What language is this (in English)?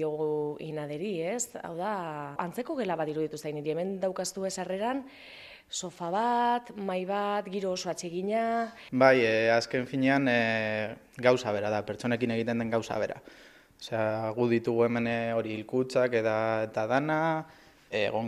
Basque